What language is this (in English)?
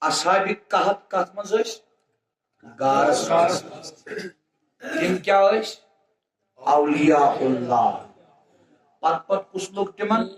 Kashmiri